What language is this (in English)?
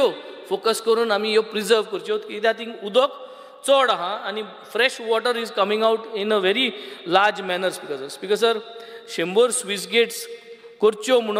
Konkani